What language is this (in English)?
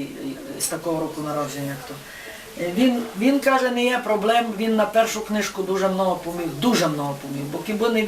Rusyn